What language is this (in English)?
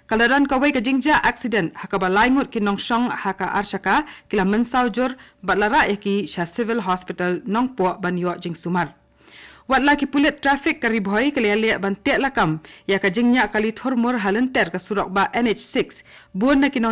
Khasi